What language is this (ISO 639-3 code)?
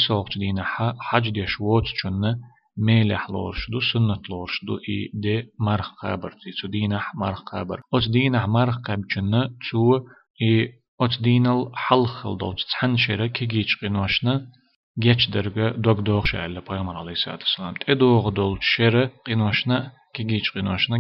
che